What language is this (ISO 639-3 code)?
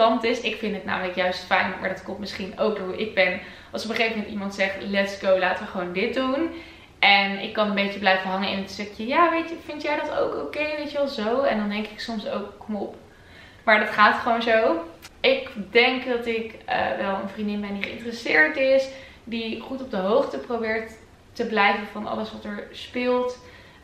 nld